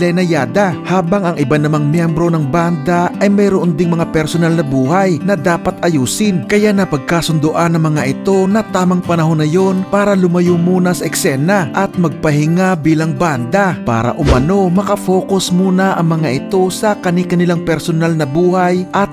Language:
Filipino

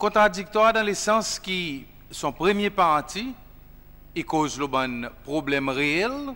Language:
Seselwa Creole French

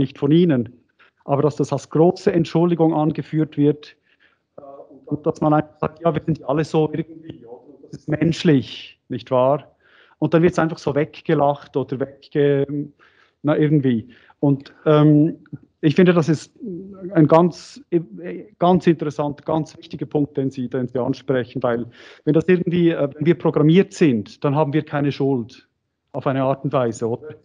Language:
German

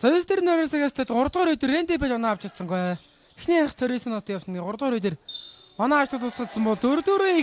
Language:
Mongolian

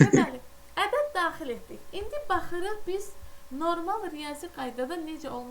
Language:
Azerbaijani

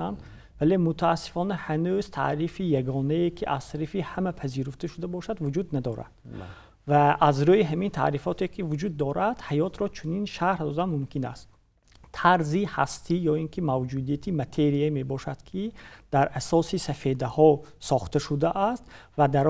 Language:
Tajik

